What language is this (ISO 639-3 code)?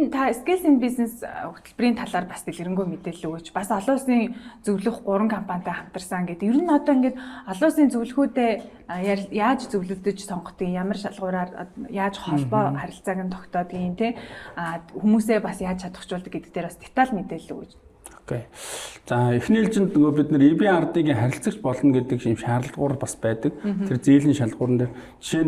mon